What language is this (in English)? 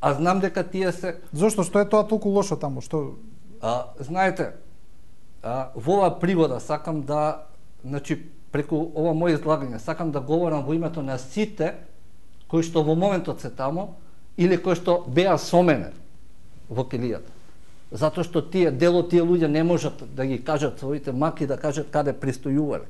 Macedonian